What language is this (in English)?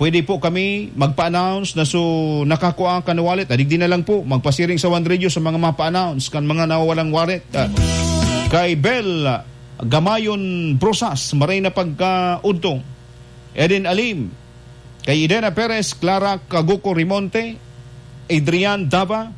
Bikol